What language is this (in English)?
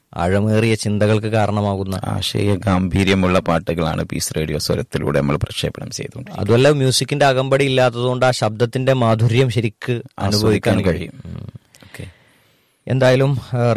Malayalam